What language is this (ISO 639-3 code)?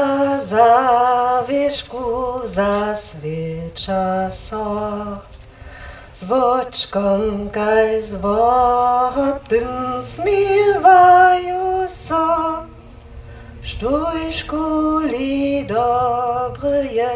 hsb